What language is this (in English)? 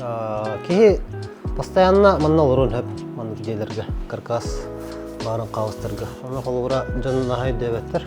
Yakut